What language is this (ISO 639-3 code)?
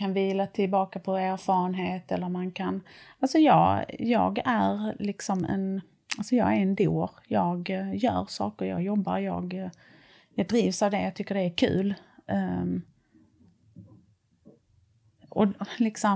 swe